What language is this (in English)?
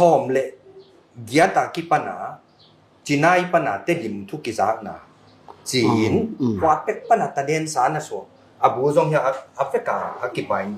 Tedim Chin